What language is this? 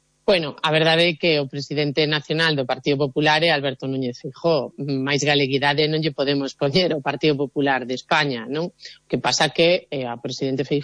Galician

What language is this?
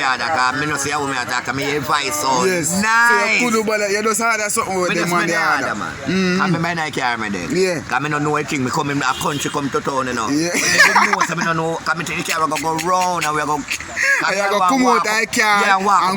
Jamaican Creole English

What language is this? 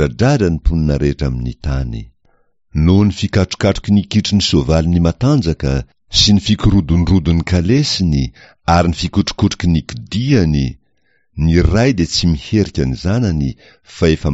Malagasy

